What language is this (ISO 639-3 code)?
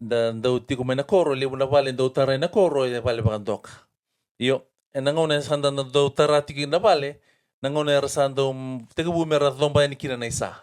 fij